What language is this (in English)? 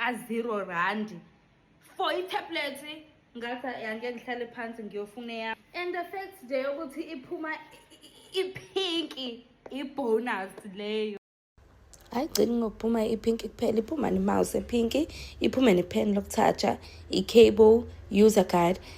Zulu